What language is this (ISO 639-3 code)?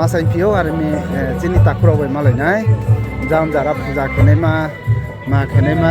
ria